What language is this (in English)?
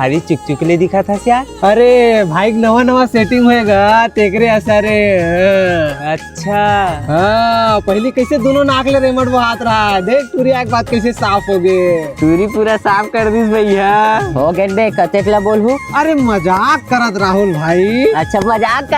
Chhattisgarhi